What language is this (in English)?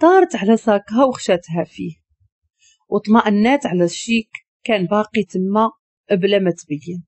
Moroccan Arabic